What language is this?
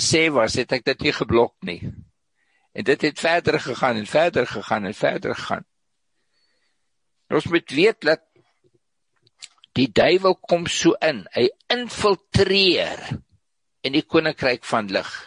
Afrikaans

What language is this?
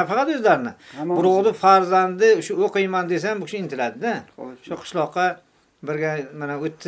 Uzbek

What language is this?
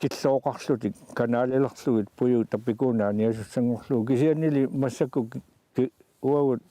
Kalaallisut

